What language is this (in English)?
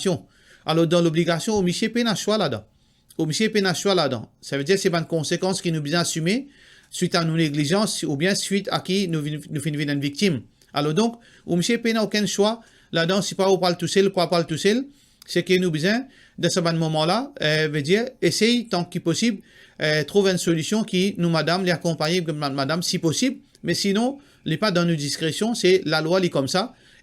Morisyen